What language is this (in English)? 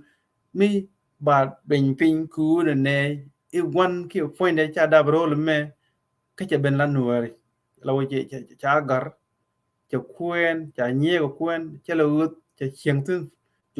Nuer